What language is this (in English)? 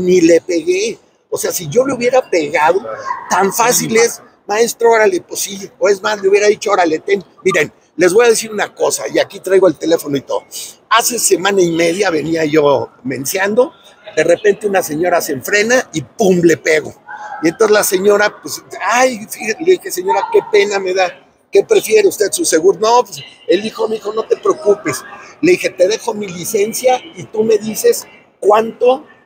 Spanish